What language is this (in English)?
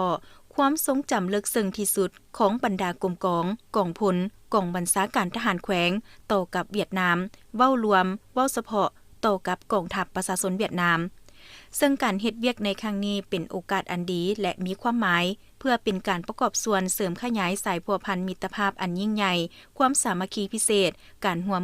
Lao